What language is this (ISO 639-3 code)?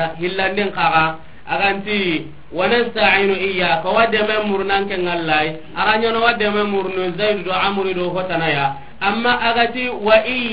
snk